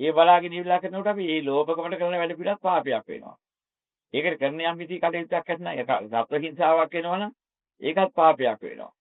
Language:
Sinhala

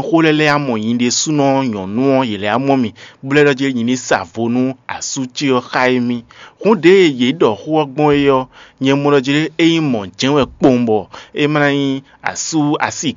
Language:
Fon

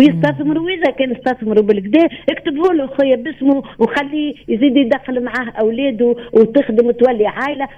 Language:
Tunisian Arabic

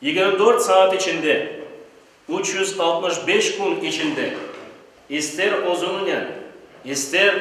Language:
Crimean Tatar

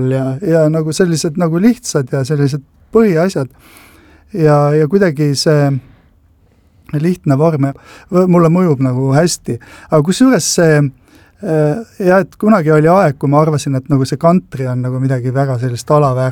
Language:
Estonian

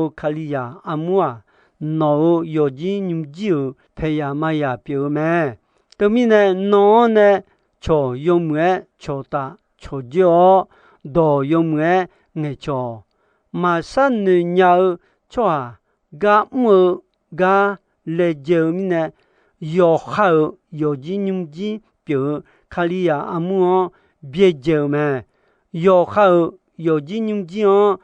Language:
Akha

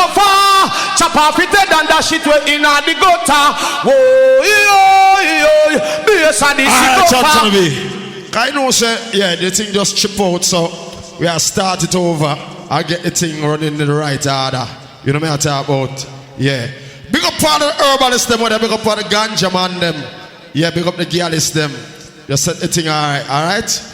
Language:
Jamaican Creole English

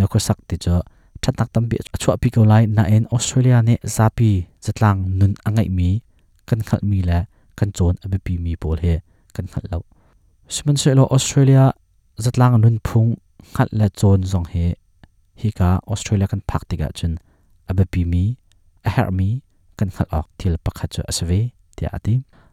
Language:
Hakha Chin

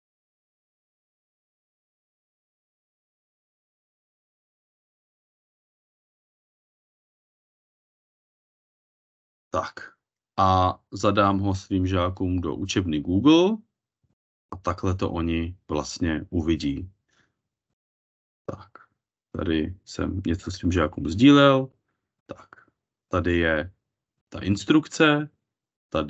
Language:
Czech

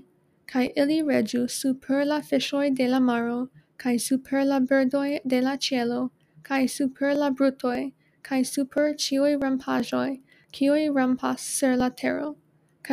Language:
Esperanto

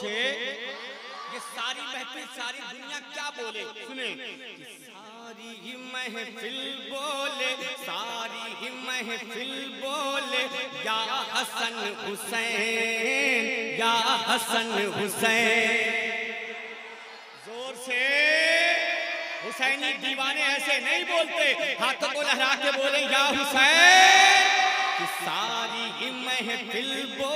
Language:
Urdu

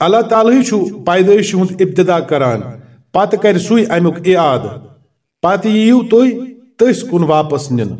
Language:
Kashmiri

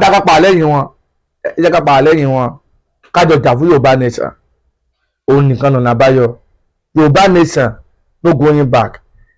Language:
Yoruba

